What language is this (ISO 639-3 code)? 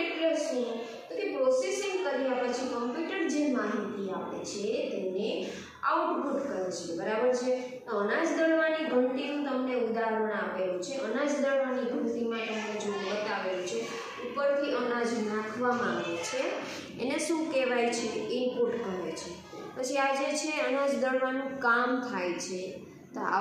guj